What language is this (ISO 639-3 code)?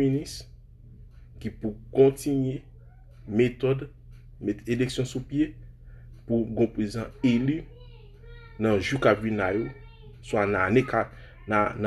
hat